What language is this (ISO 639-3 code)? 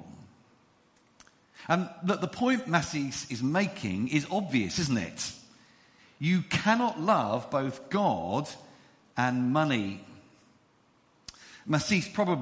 eng